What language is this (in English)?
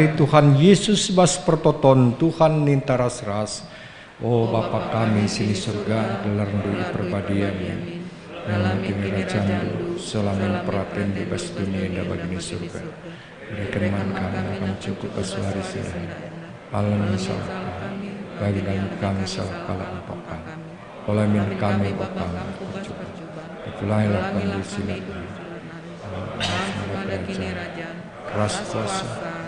Batak Karo